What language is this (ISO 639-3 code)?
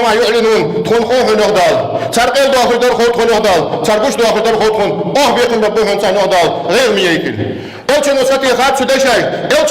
inh